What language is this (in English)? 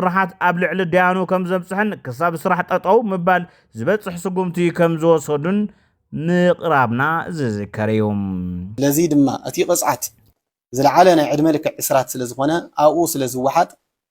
Tigrinya